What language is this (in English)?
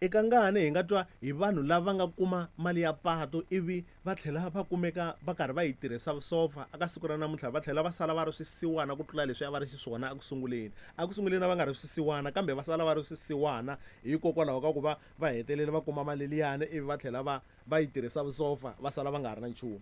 Tsonga